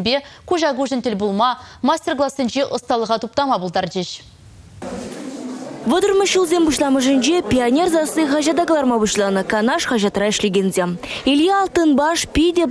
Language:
Chuvash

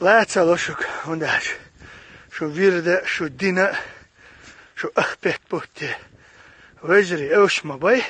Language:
Chechen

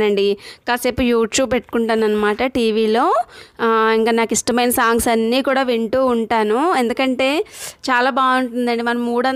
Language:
Telugu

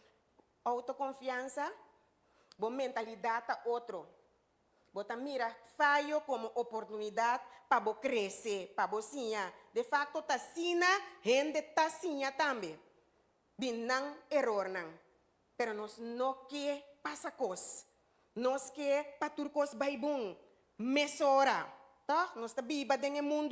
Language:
Papiamento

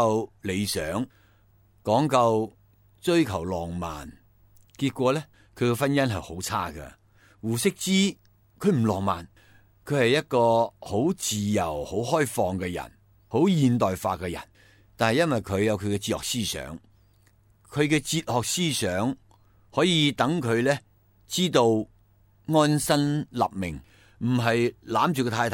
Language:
Cantonese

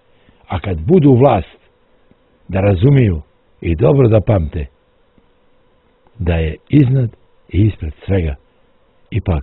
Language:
Bosnian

